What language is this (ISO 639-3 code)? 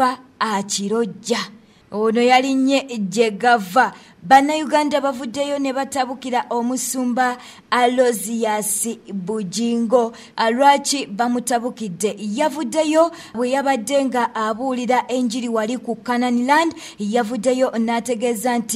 lug